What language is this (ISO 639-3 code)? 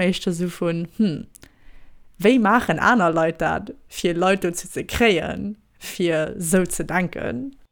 ltz